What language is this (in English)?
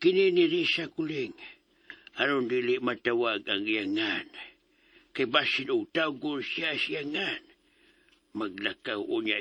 Cebuano